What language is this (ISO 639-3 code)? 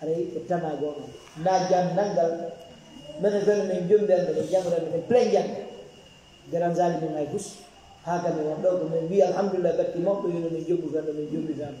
ful